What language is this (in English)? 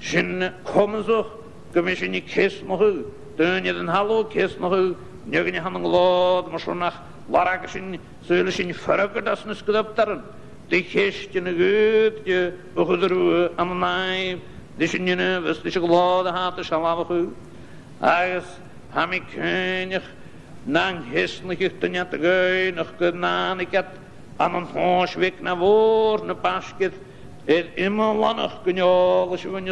Scottish Gaelic